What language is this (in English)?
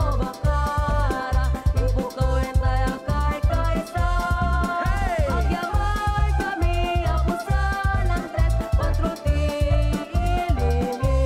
Iloko